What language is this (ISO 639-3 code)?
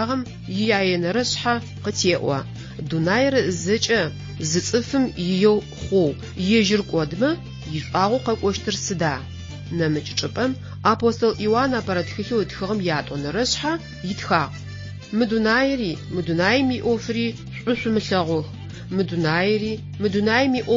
ady